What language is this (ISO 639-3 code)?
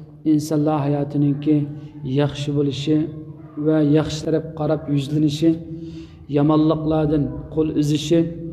uig